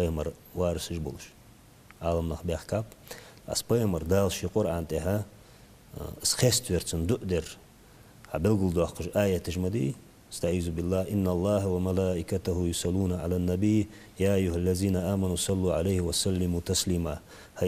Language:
Ingush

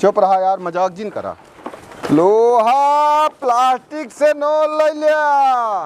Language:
Awadhi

